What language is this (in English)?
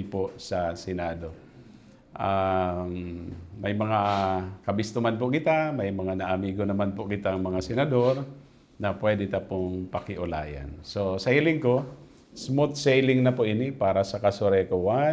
Bikol